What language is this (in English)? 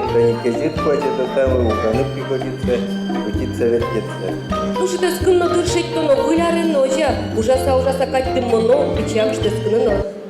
Udmurt